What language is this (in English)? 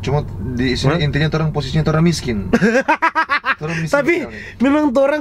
Manado Malay